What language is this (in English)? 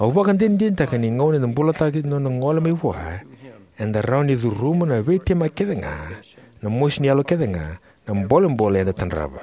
Fijian